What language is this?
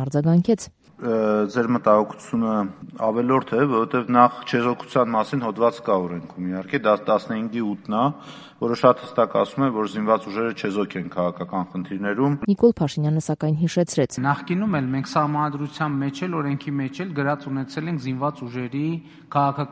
Armenian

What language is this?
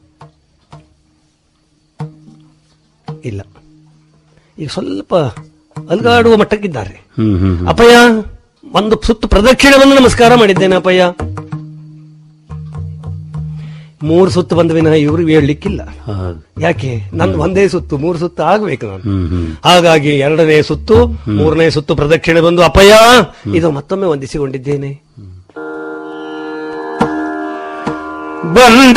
Kannada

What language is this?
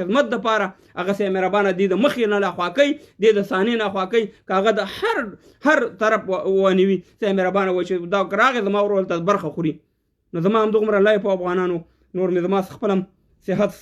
Pashto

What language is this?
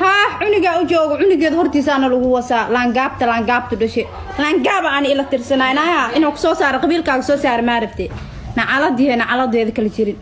Somali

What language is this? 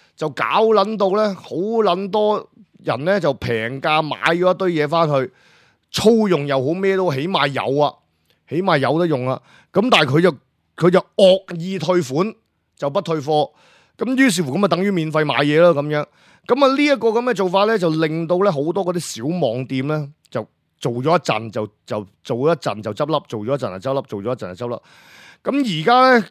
Cantonese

